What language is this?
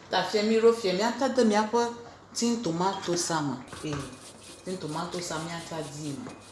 Ewe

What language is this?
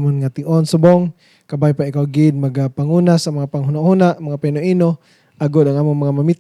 Hiligaynon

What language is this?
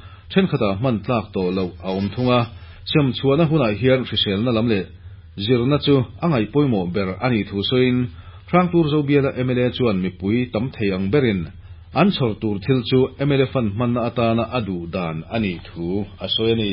Mizo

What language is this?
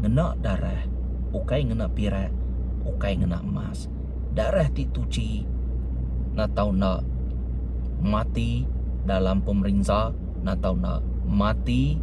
Iban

